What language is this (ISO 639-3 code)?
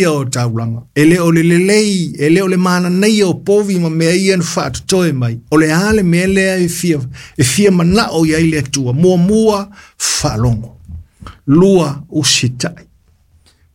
smo